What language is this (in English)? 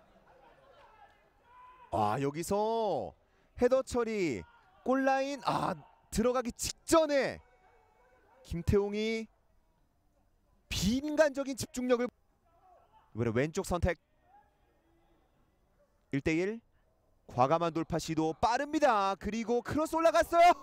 Korean